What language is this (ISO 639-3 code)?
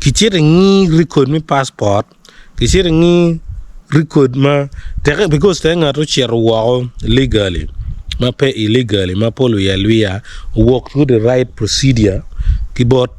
ach